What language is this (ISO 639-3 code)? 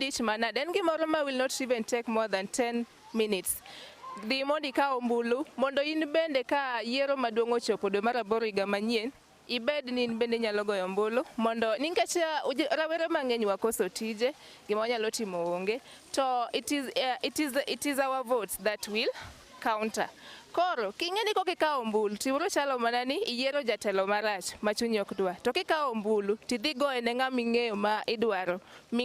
luo